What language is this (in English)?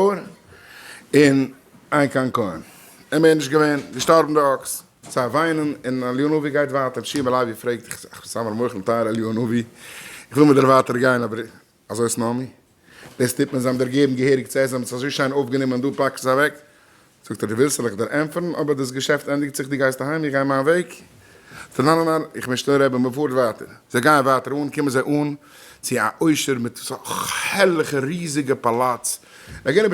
Yiddish